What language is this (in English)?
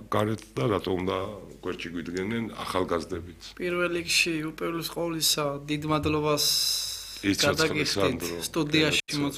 Georgian